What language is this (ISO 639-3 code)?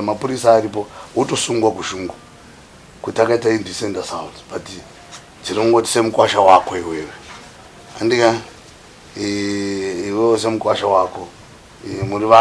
sna